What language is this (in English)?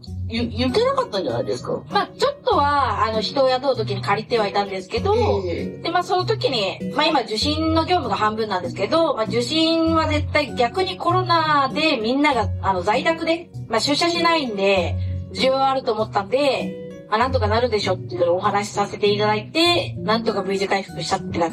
Japanese